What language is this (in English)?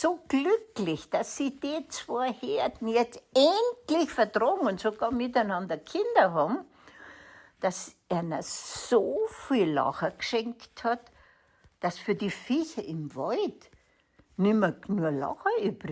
Bavarian